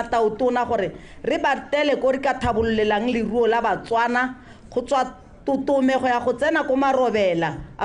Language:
Tswana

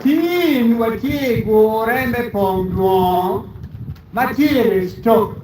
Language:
Acoli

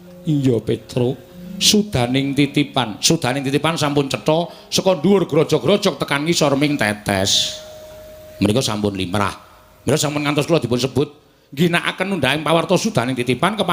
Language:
Javanese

